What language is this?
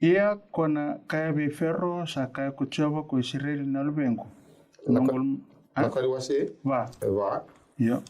Fijian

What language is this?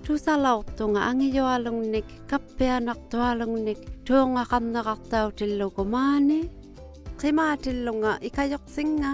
Inuktitut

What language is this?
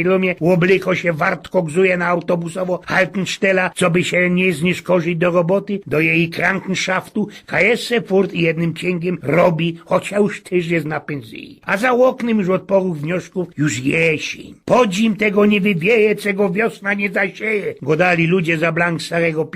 Silesian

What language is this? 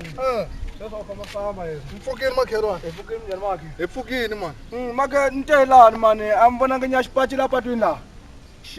Tsonga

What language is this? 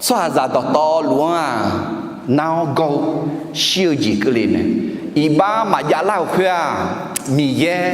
Akha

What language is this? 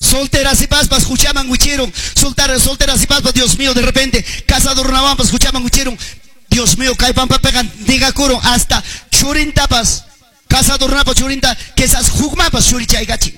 Ayacucho Quechua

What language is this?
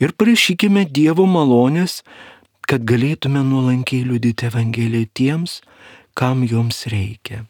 Lithuanian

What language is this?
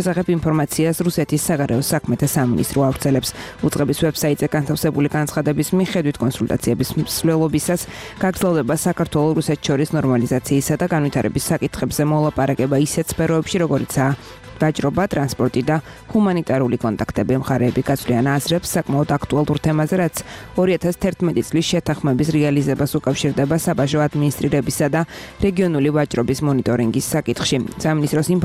Georgian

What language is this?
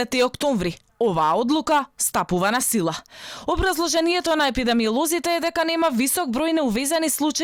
Macedonian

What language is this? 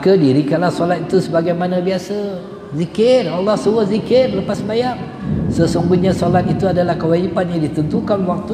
Malay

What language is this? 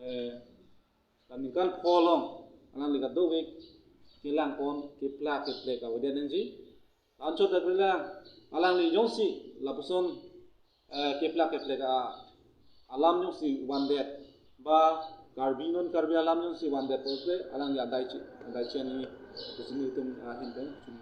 Karbi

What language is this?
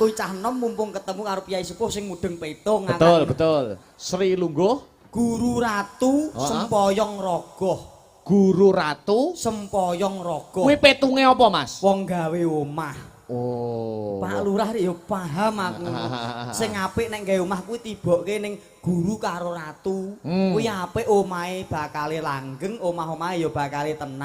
Javanese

